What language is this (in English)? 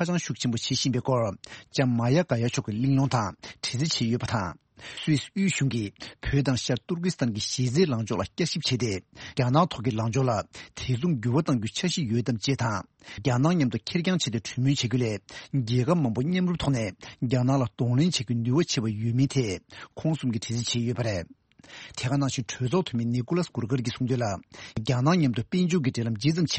Tibetan